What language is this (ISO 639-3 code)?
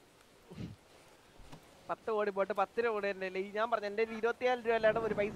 mal